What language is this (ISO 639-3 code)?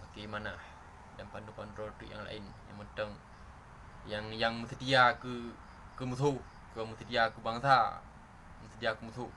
ace